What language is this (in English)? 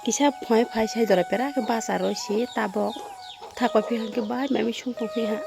Kok Borok